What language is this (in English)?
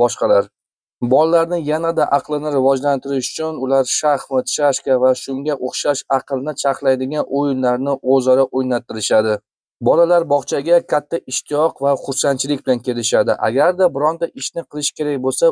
Uzbek